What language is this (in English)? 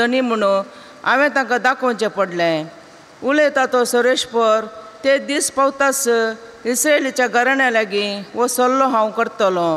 Konkani